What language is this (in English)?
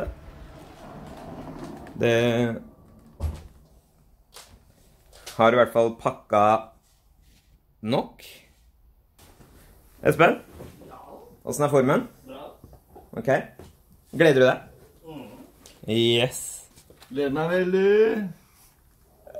Norwegian